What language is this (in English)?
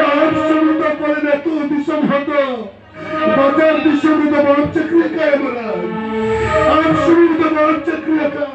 Santali